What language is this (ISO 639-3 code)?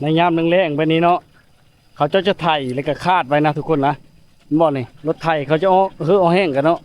lao